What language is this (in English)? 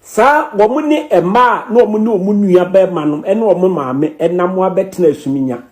Akan